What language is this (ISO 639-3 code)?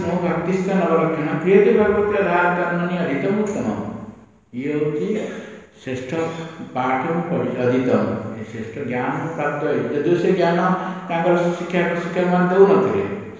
ori